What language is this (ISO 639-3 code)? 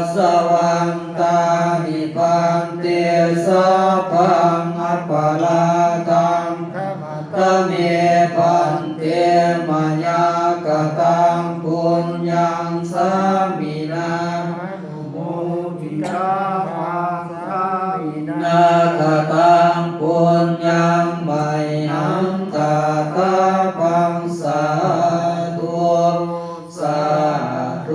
pli